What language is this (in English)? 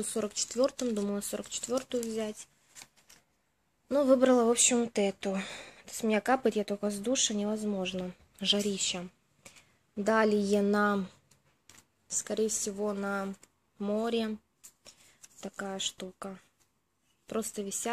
Russian